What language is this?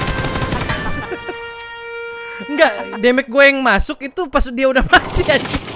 Indonesian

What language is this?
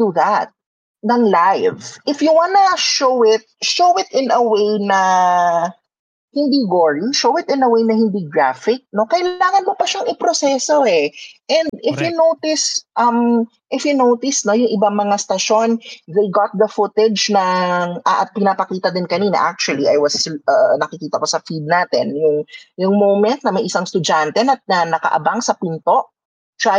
Filipino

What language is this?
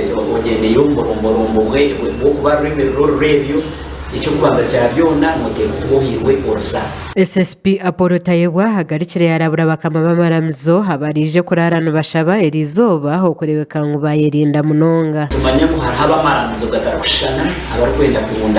Nyankole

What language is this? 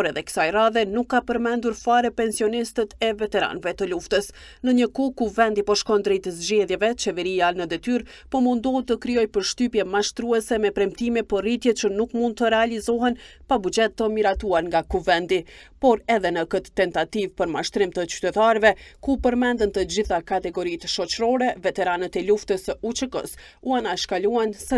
Albanian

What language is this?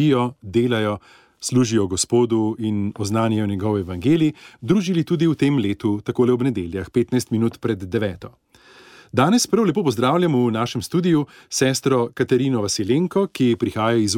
Slovenian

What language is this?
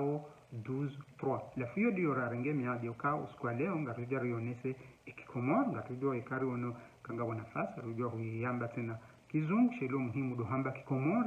Ngazidja Comorian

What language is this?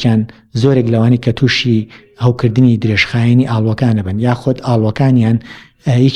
Central Kurdish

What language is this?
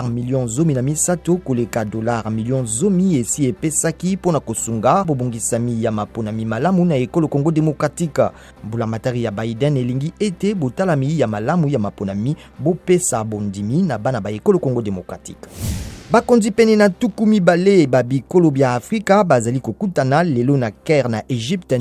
Lingala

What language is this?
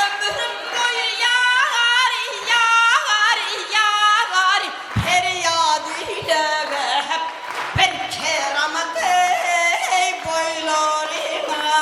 Kara-Kalpak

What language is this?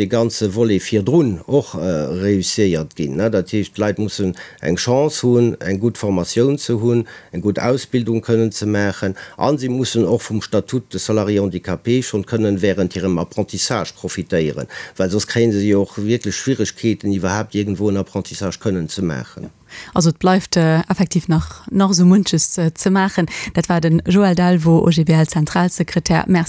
Luxembourgish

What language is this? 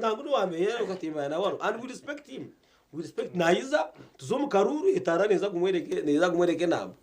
Nyankole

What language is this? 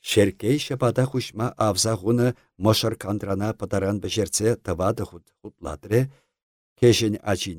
Chuvash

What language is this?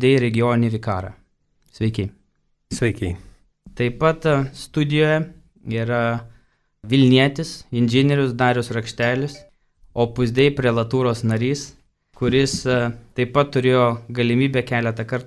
Lithuanian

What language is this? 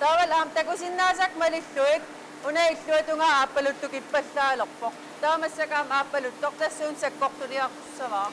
Kalaallisut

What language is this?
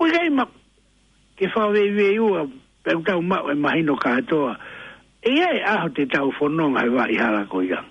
Tongan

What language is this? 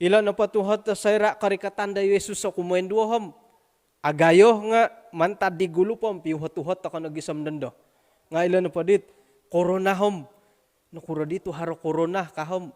Central Dusun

